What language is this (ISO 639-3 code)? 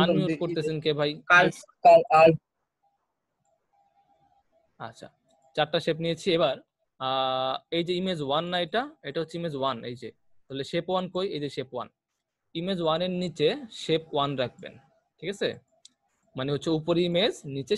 ben